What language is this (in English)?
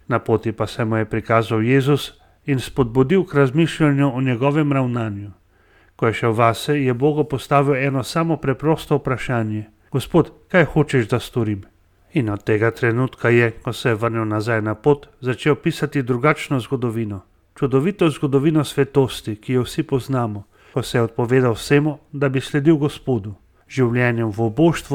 Slovenian